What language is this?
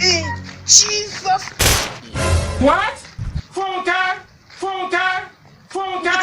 Nigerian Pidgin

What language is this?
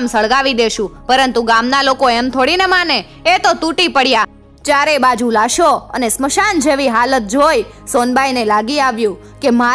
Gujarati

